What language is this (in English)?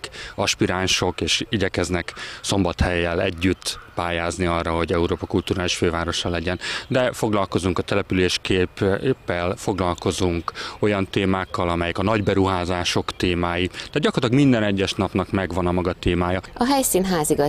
Hungarian